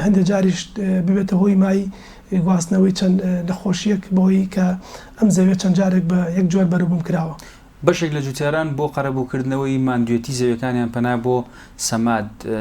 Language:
Central Kurdish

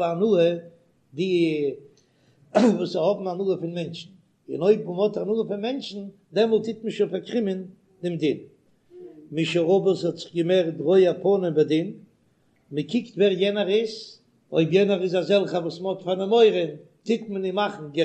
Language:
Yiddish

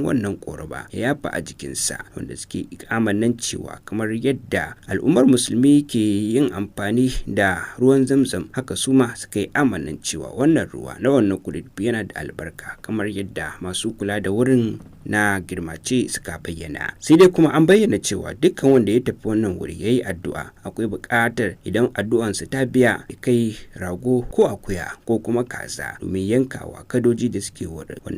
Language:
Hausa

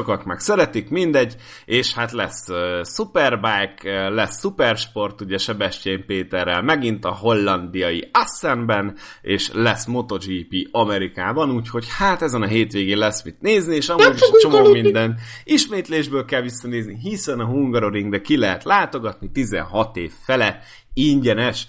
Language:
Hungarian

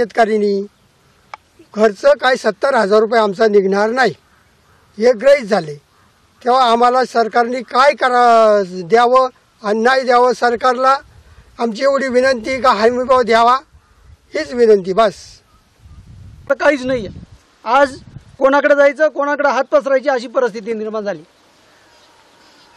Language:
Marathi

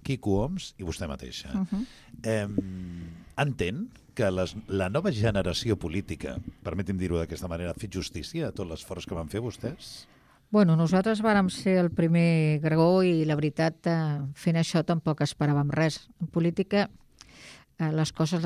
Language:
Catalan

